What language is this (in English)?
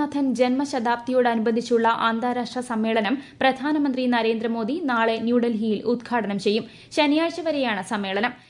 Malayalam